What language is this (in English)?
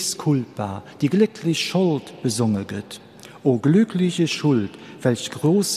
Luxembourgish